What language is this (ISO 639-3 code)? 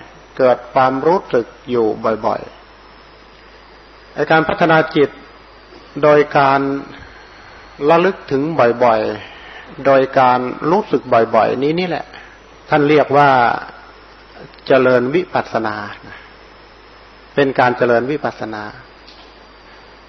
tha